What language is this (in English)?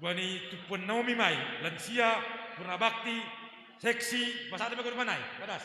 Batak Simalungun